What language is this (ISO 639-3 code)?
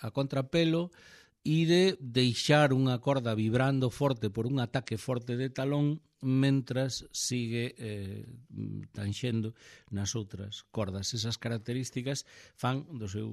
glg